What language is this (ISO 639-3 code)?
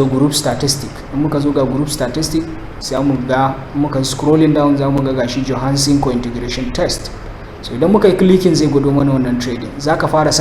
hau